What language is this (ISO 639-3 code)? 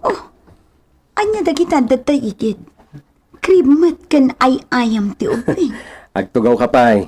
ilo